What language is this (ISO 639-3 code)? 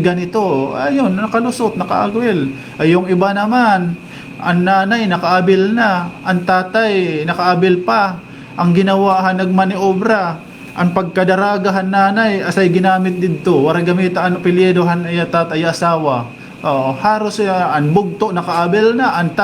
war